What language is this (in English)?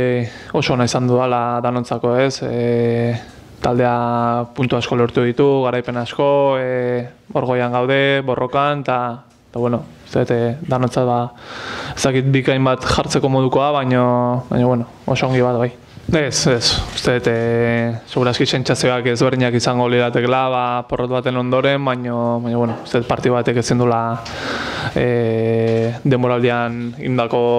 Basque